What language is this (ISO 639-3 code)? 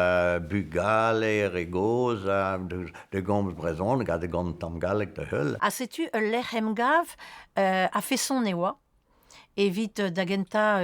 bre